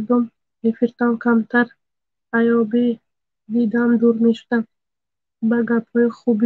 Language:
Tajik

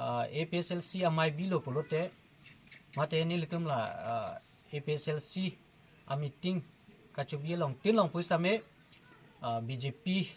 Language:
Karbi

